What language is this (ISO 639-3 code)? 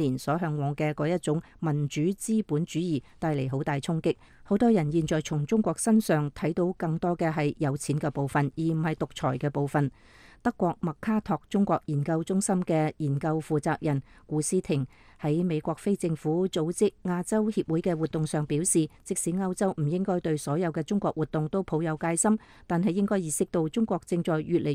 yue